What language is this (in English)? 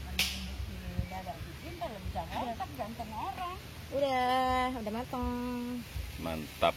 Betawi